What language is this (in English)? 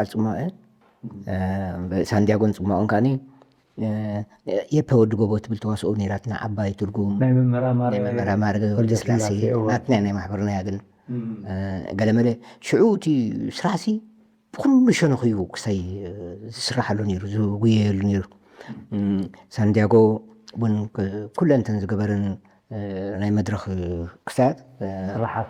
Tigrinya